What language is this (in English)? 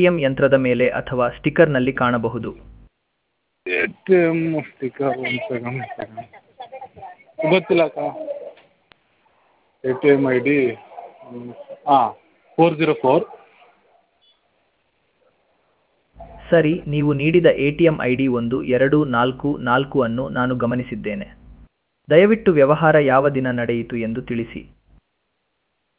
Kannada